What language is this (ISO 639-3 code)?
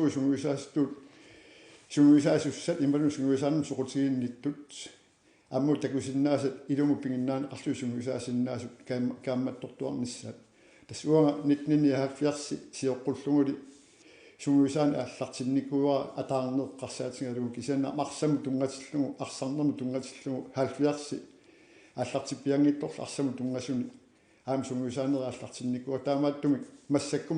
kal